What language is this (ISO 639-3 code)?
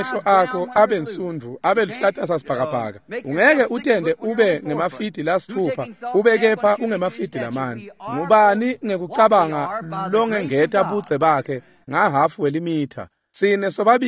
ssw